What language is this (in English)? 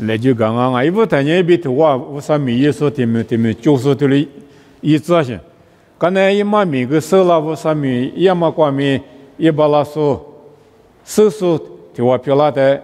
Lisu